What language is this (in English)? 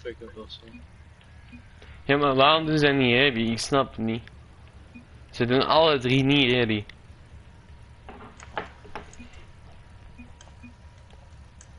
Dutch